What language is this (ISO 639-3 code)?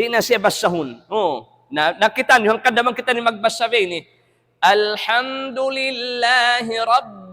tsg